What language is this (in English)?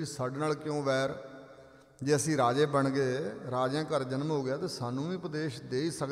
Punjabi